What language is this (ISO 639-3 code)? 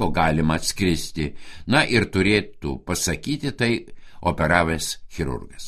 lit